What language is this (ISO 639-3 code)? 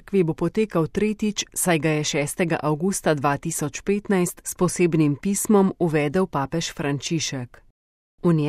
slv